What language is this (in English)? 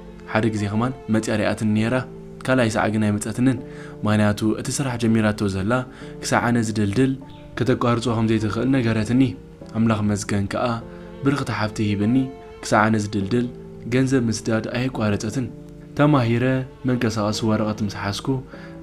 Tigrinya